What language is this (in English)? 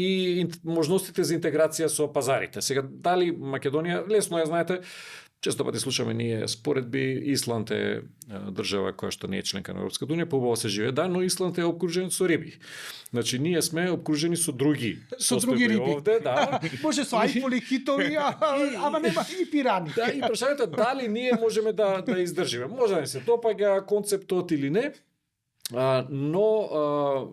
Macedonian